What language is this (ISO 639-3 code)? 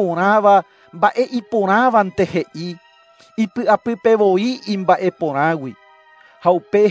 grn